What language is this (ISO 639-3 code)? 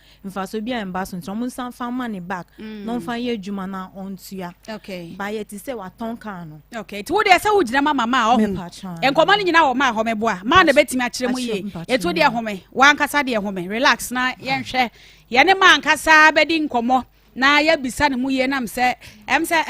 aka